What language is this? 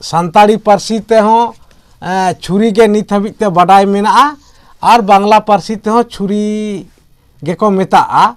Santali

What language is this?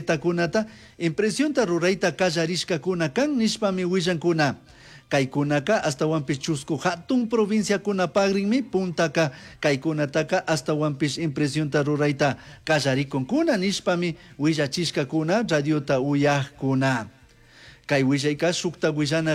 Chimborazo Highland Quichua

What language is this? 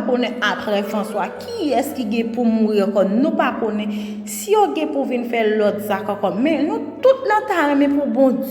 Haitian Creole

